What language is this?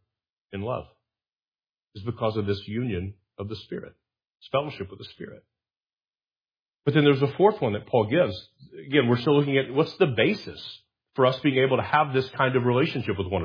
English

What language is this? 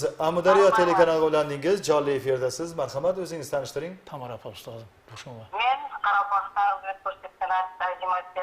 Kara-Kalpak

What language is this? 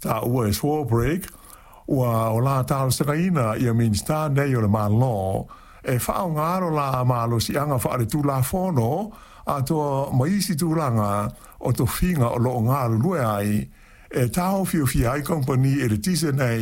Samoan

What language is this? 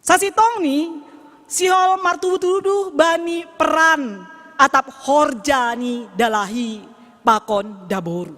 Batak Simalungun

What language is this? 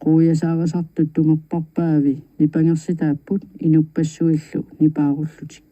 Kalaallisut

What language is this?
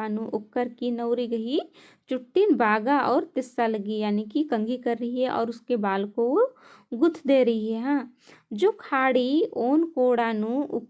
Kurukh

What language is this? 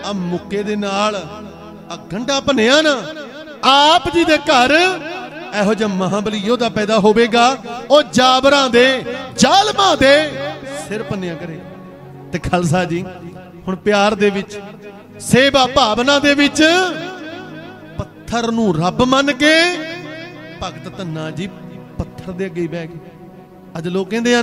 Punjabi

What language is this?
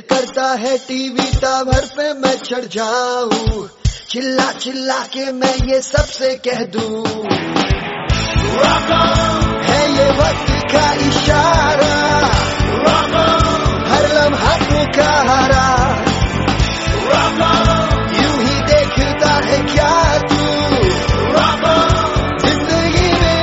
Hindi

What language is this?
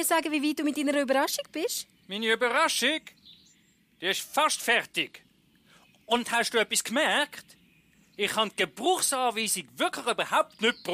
Swiss German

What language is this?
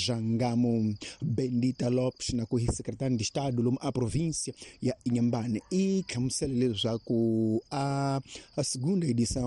Tsonga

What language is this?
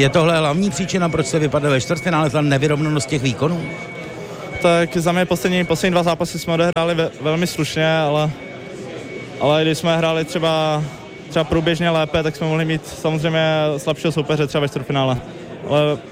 Czech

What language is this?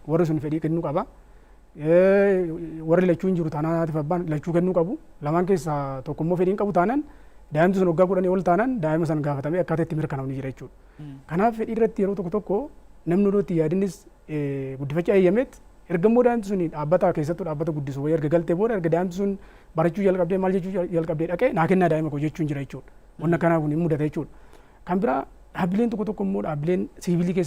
Oromo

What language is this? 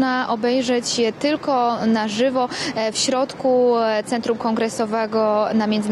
Polish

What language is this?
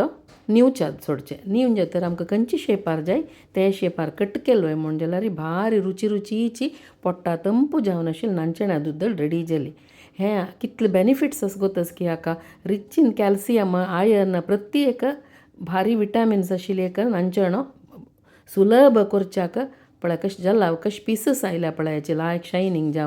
Konkani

